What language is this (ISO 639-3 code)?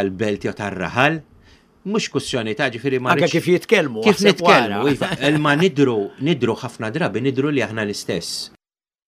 mlt